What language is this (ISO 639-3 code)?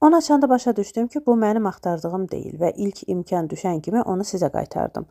aze